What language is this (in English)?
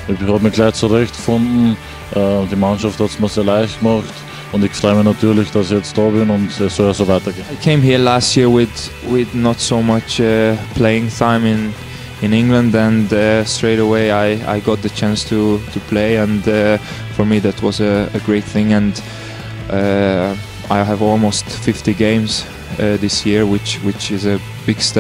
German